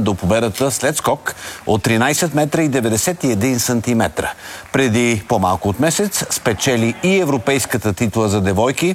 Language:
Bulgarian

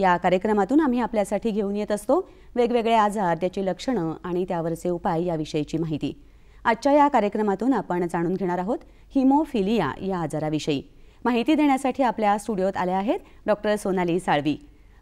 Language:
Marathi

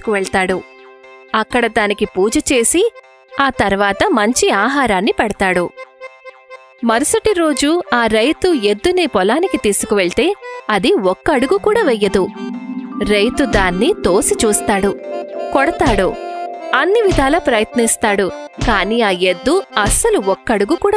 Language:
Telugu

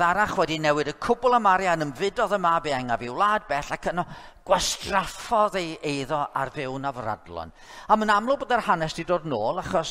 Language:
Welsh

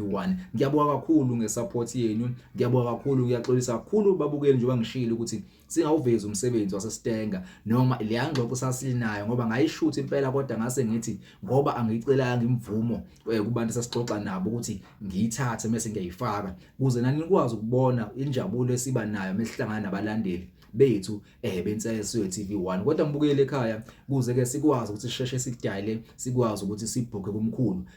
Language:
Zulu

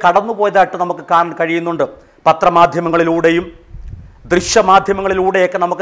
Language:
Malayalam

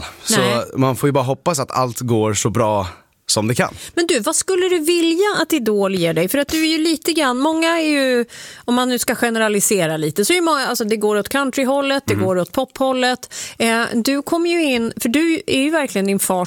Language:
Swedish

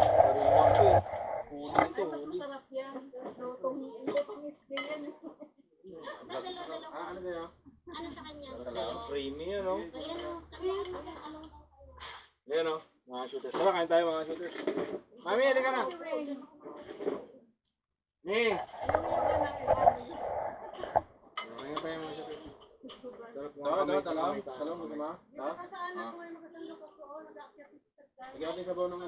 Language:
Filipino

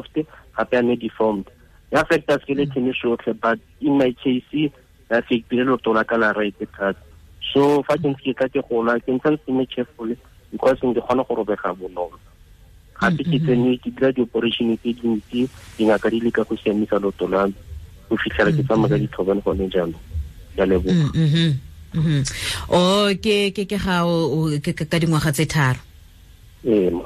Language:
Tswana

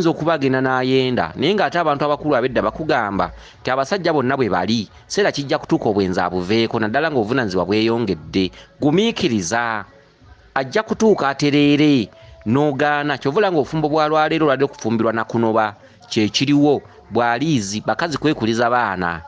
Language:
Ganda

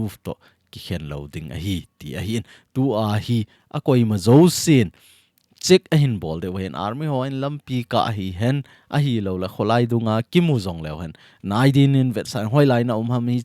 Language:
Thado Chin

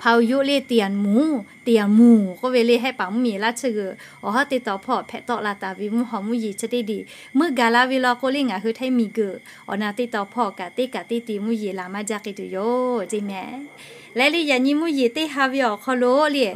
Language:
Lahu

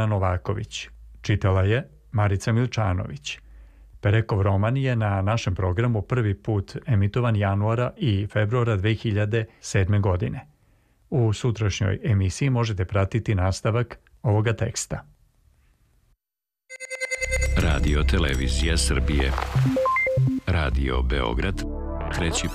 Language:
Serbian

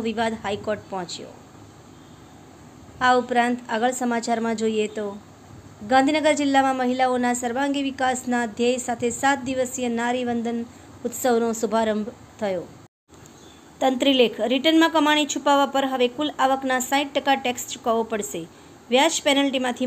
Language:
Gujarati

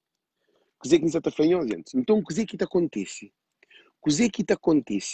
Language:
Kabuverdianu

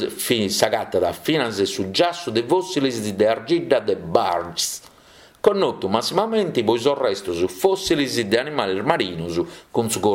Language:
Sardinian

